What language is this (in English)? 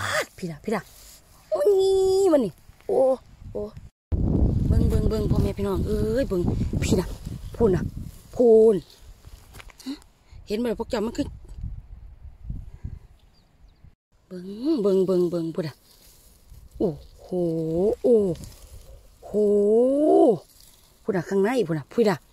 Thai